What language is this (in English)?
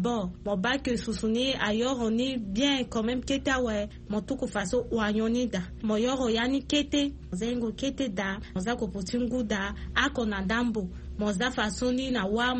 Sango